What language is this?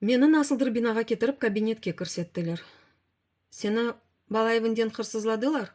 Crimean Tatar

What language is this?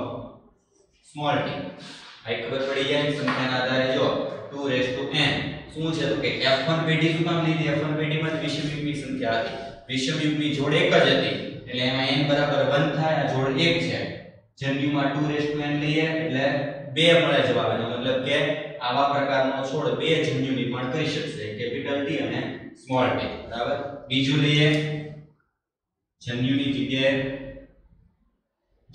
Gujarati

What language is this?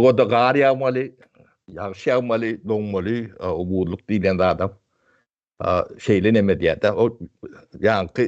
Turkmen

